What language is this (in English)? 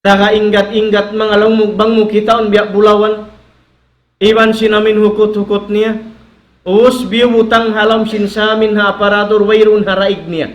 Tausug